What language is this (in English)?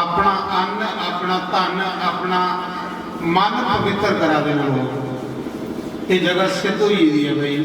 Dogri